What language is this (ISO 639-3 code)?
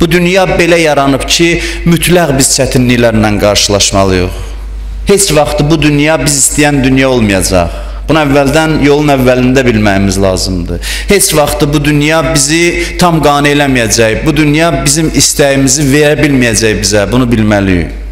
aze